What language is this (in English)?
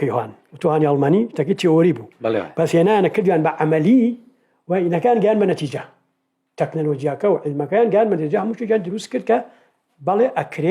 Central Kurdish